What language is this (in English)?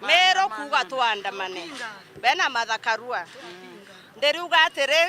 Meru